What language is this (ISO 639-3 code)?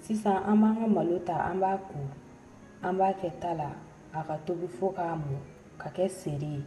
bam